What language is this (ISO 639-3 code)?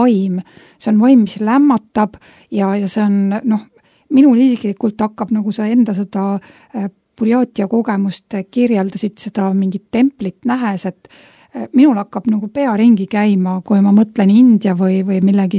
est